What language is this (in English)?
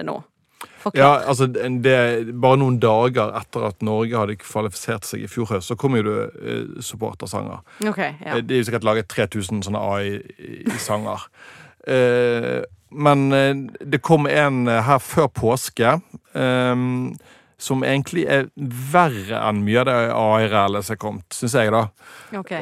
Norwegian